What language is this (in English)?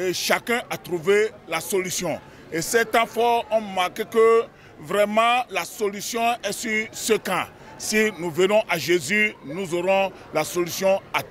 French